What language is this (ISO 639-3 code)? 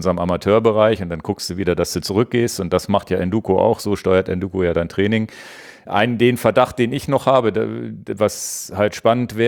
deu